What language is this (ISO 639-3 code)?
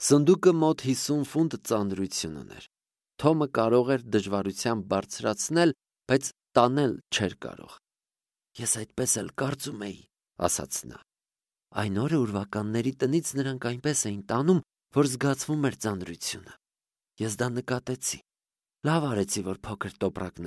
hye